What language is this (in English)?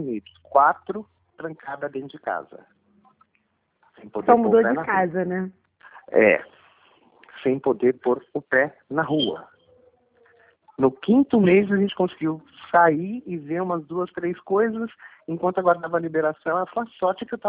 Portuguese